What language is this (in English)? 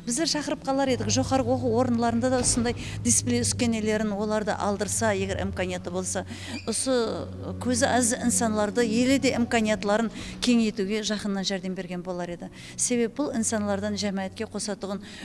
Kara-Kalpak